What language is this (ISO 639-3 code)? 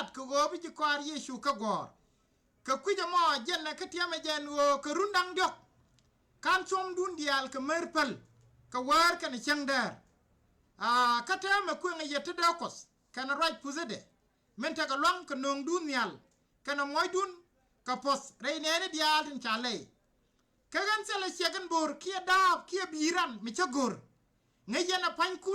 nus